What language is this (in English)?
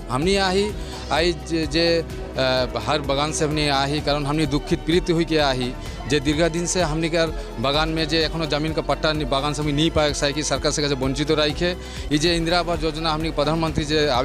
Sadri